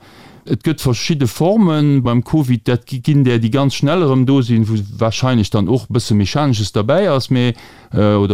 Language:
Luxembourgish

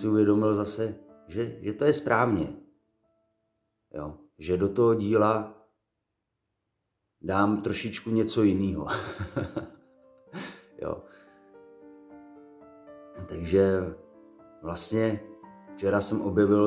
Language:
Czech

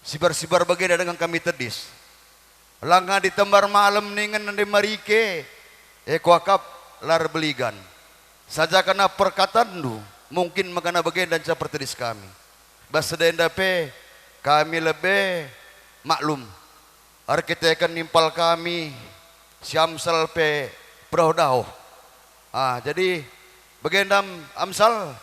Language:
Batak Karo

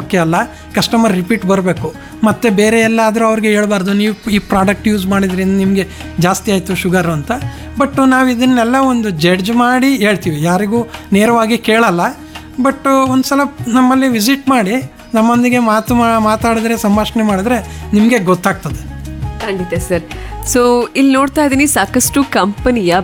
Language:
Kannada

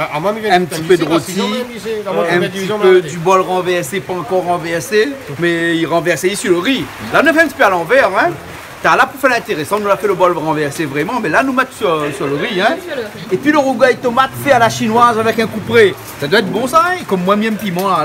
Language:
Réunion Creole French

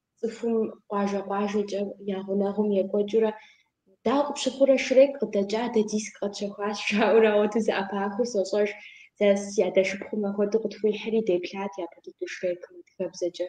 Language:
Kabardian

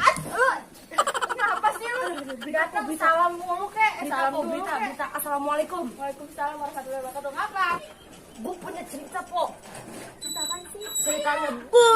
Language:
Betawi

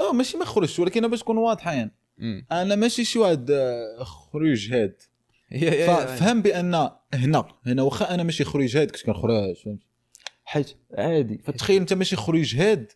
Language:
Moroccan Arabic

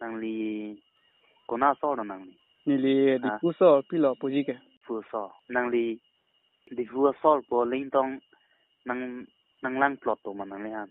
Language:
Karbi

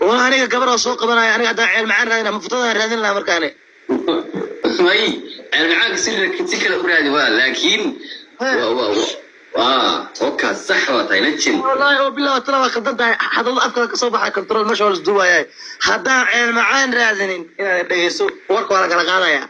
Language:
Somali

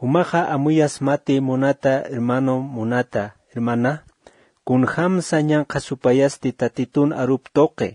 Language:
Aymara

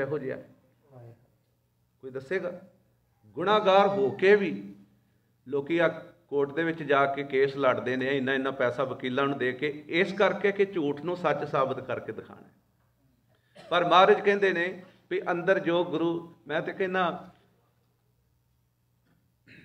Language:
Punjabi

